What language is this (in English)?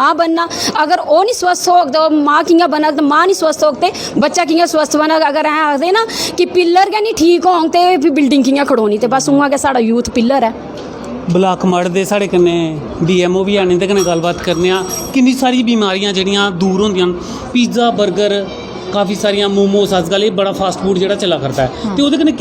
Dogri